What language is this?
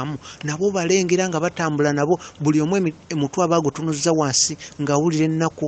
Ganda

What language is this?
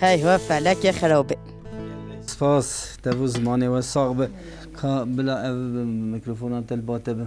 Kurdish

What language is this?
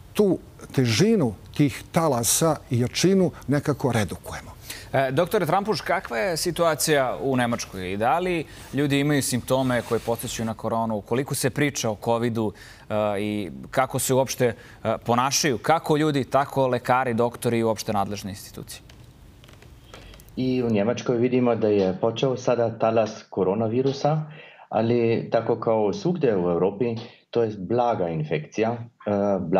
Serbian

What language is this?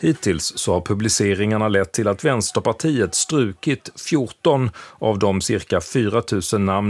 Swedish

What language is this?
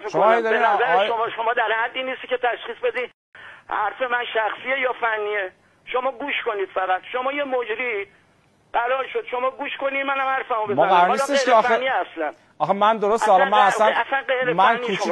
Persian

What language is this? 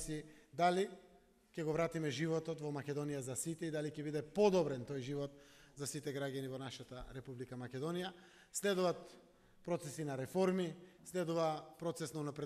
Macedonian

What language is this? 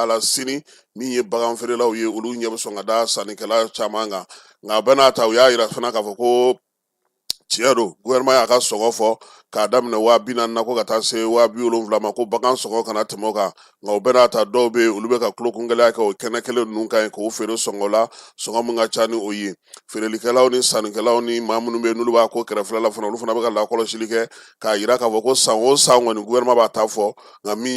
Bambara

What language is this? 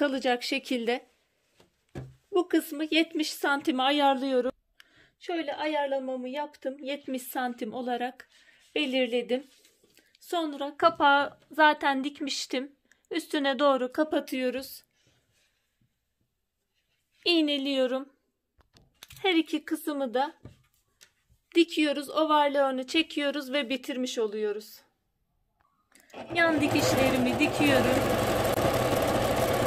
Turkish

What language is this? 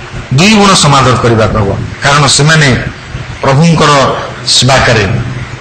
Odia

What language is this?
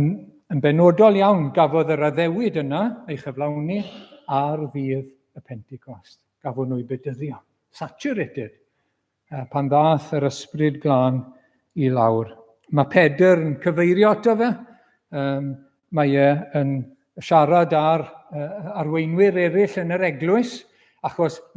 Welsh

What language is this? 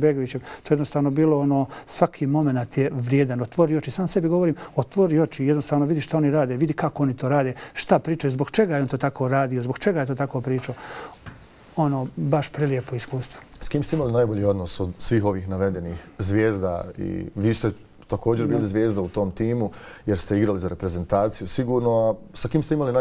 Bosnian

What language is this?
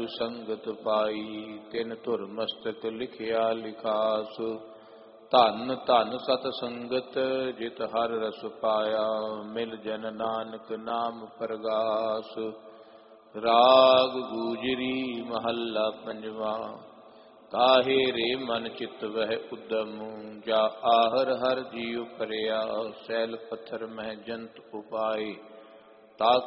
Punjabi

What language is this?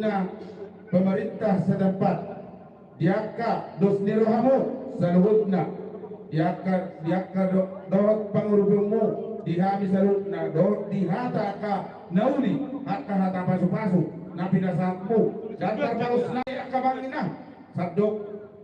Batak Toba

